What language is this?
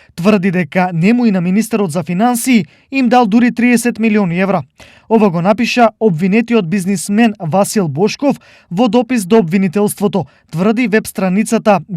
Macedonian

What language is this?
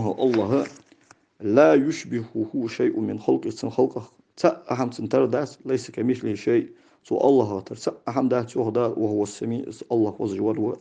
Ingush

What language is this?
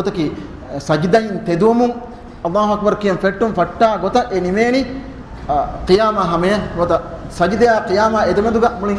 Divehi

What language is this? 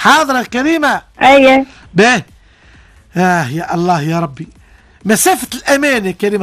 Tunisian Arabic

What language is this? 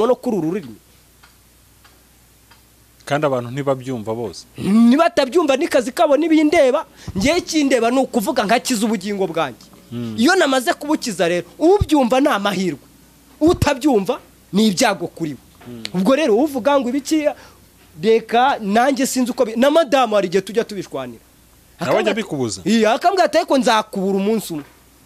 Kinyarwanda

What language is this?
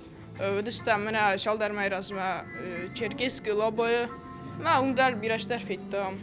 Ossetic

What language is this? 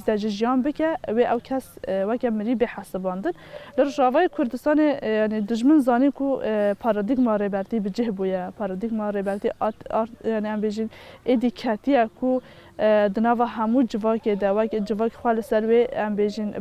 Kurdish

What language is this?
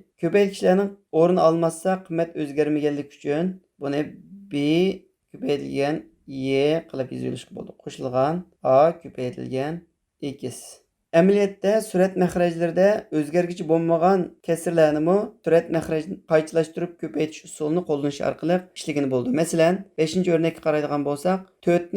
Uyghur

